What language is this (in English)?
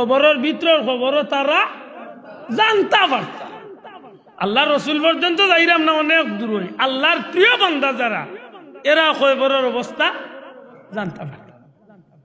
Sylheti